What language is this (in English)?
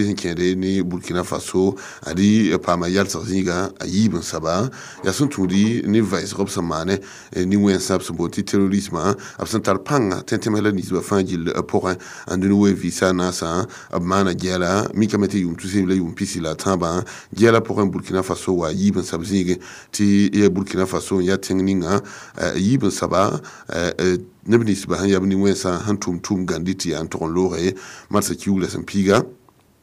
Mossi